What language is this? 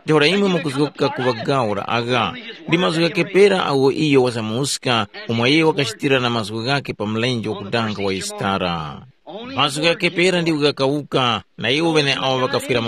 Tumbuka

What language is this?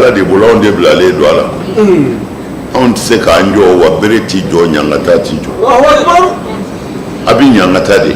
Bambara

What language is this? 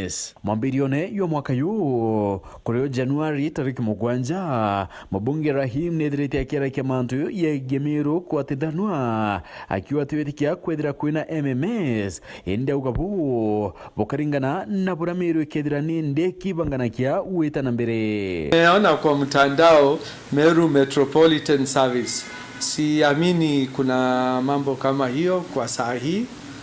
Meru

